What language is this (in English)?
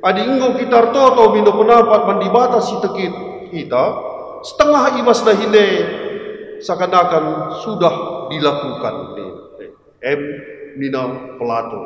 Batak Karo